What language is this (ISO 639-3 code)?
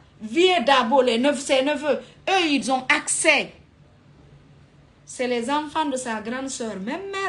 fra